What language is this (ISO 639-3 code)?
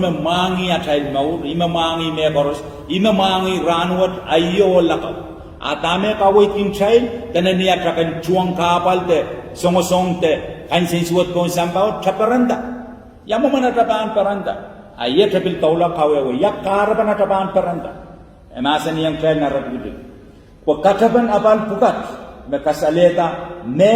pon